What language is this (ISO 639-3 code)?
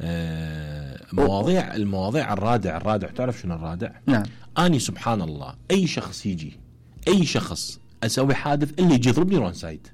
acm